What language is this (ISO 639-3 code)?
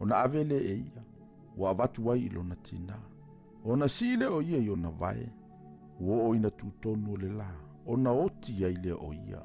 smo